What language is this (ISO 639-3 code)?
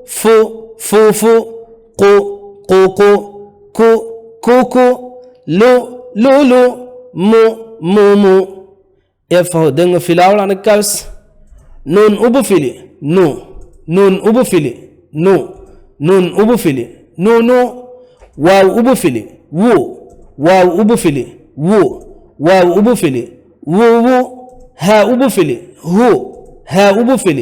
div